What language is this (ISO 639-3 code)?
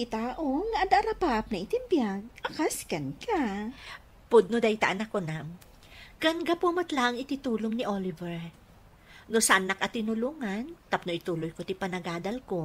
ilo